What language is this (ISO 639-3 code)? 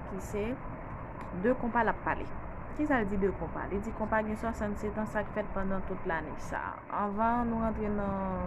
hat